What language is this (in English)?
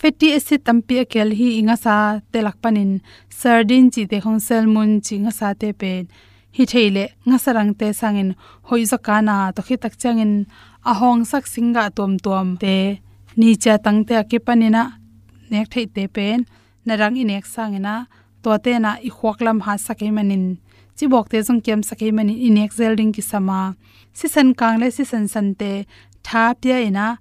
Tedim Chin